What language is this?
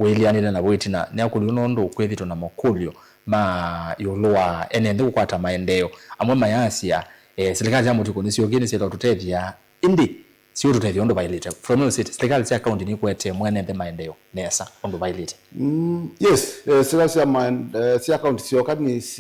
Kamba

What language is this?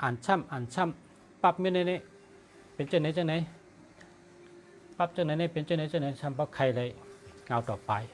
Shan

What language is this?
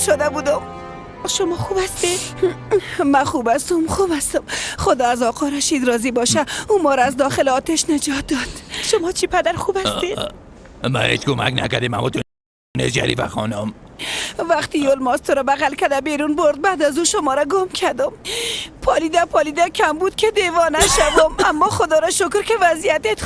Persian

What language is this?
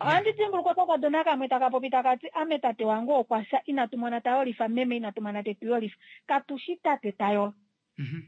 Kuanyama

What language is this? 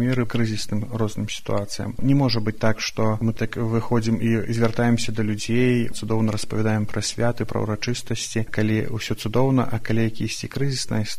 Belarusian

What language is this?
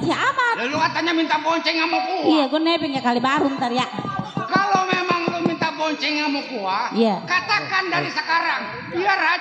Betawi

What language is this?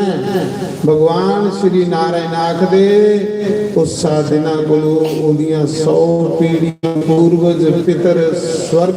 Dogri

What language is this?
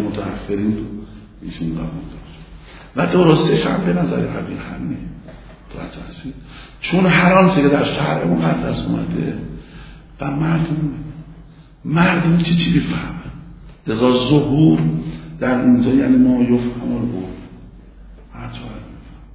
Persian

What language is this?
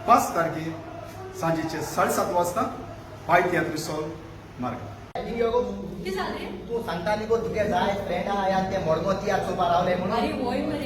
Konkani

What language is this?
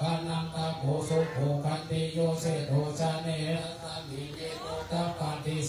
Pali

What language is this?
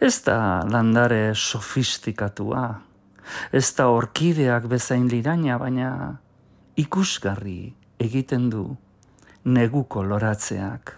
Basque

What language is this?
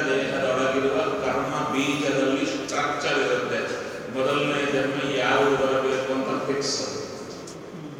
Kannada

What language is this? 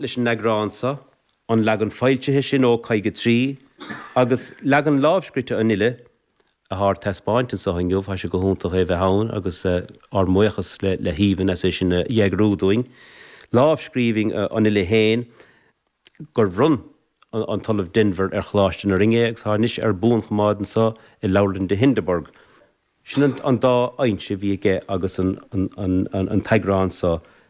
Irish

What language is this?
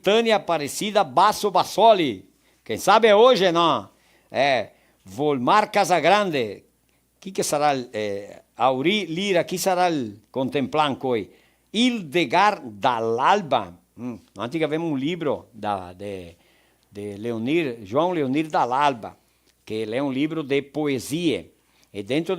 Venetian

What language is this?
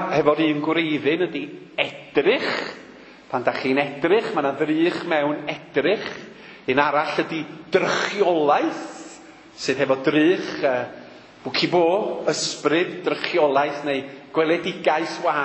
Welsh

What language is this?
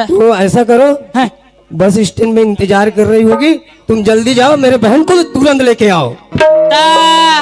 Chhattisgarhi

